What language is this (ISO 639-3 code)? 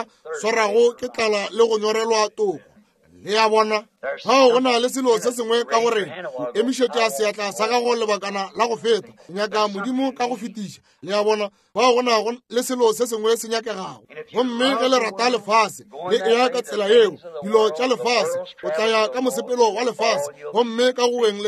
nso